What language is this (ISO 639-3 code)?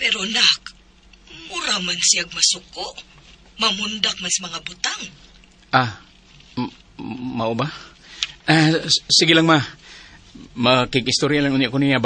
ceb